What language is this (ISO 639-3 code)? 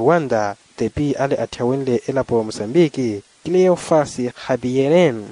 vmw